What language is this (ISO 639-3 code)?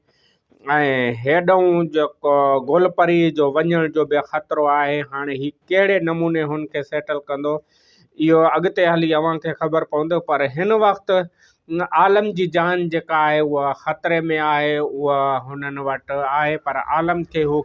snd